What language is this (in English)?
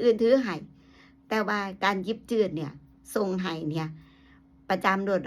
Northeastern Thai